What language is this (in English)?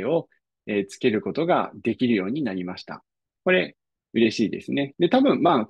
Japanese